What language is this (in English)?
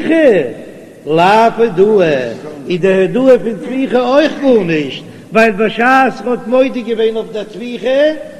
Yiddish